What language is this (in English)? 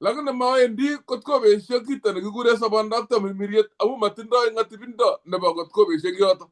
Kalenjin